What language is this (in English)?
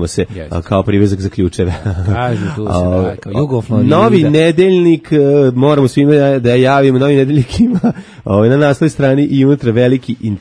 Serbian